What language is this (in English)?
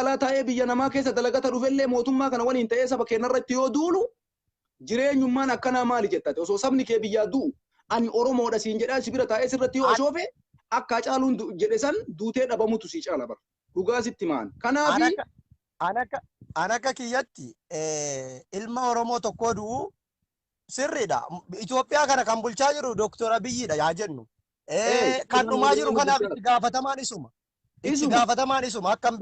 Oromo